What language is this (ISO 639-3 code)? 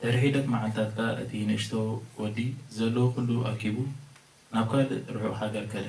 tir